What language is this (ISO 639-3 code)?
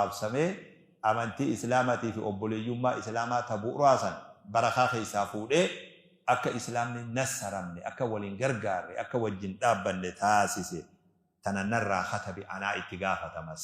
orm